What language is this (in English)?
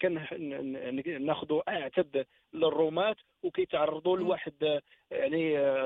Moroccan Arabic